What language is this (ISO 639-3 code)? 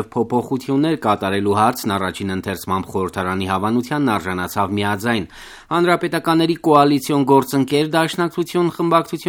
hye